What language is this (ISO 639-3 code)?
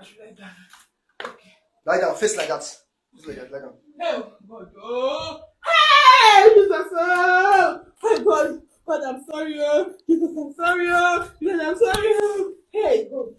pcm